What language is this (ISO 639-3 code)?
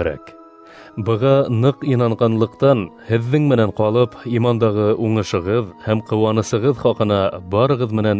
bak